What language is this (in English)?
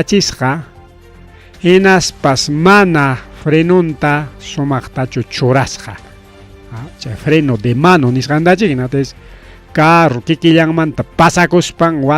Ayacucho Quechua